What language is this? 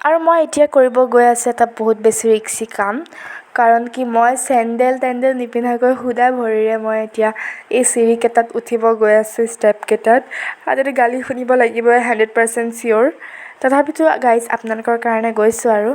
Assamese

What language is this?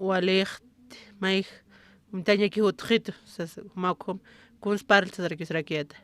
Aymara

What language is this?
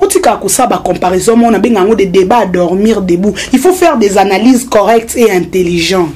Lingala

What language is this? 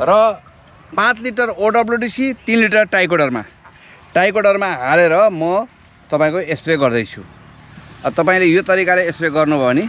Nepali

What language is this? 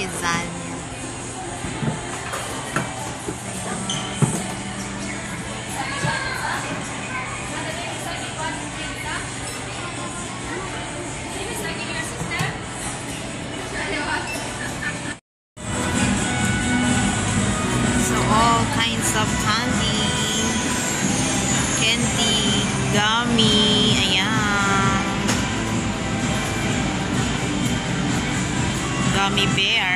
Filipino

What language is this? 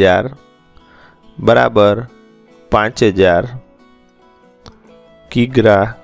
Gujarati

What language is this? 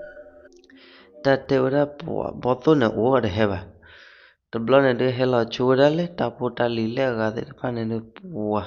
S'gaw Karen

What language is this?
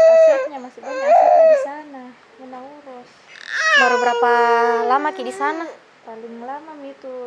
Makassar Malay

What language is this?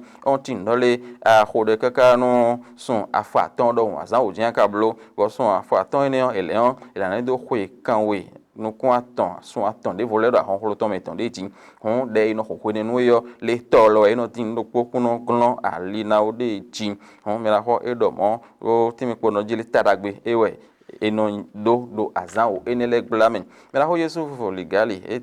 Fon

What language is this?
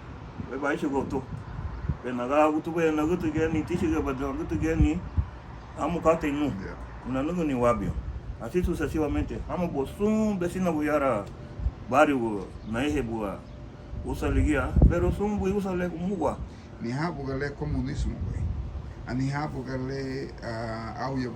Garifuna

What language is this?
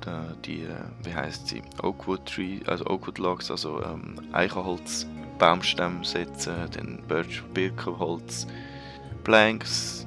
Swiss German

